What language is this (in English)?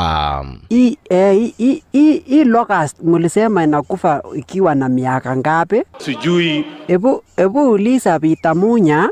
Meru